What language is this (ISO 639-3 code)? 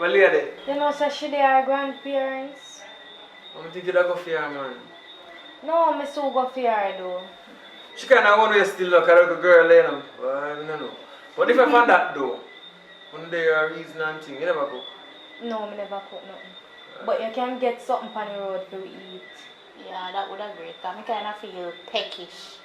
jam